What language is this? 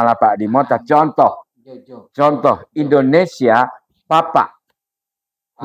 Gorontalo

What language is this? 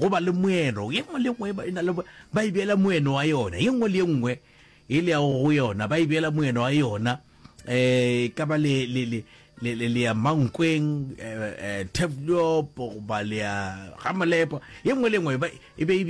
Northern Sotho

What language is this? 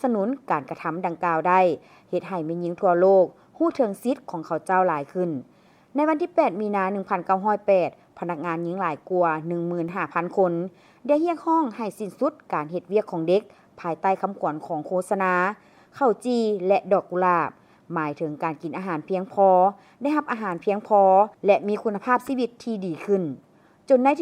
Lao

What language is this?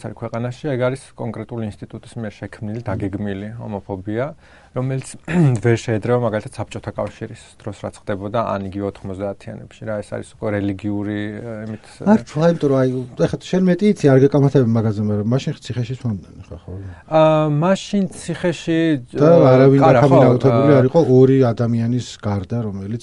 Georgian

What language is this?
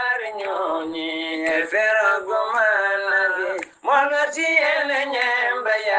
Fula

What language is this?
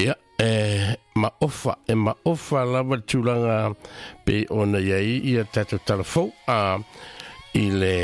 Samoan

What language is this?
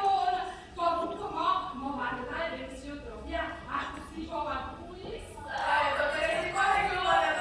Neapolitan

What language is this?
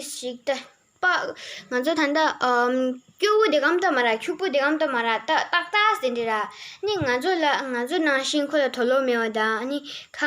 Tibetan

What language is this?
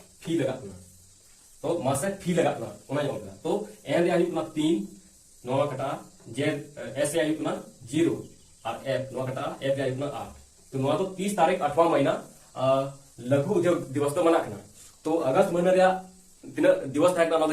Santali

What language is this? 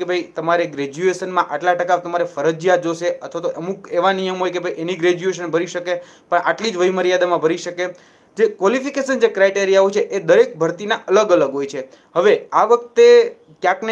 Gujarati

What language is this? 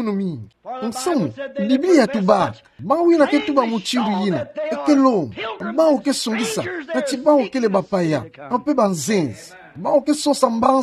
Kituba (Democratic Republic of Congo)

